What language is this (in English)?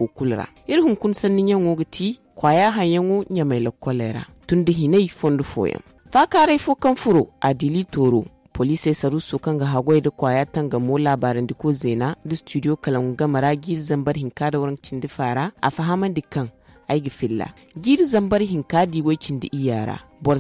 Zarma